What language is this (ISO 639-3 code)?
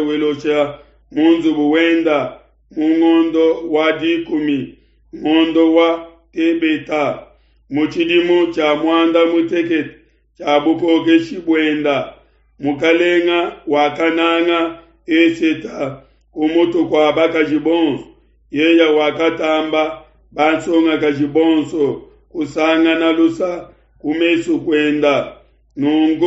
lua